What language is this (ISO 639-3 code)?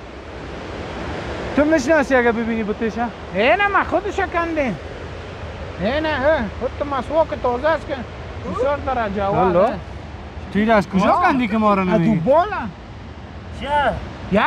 fas